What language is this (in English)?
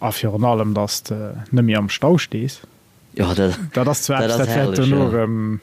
Luxembourgish